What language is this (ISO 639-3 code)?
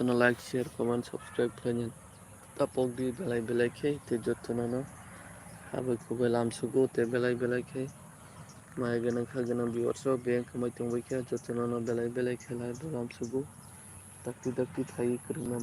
trp